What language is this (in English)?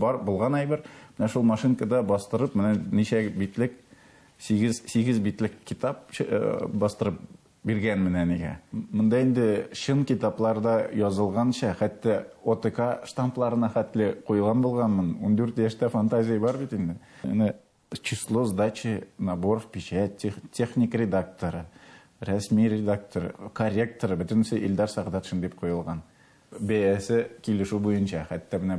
Tatar